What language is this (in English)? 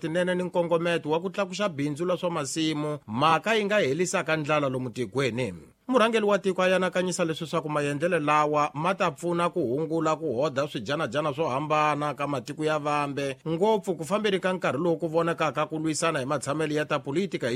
Tsonga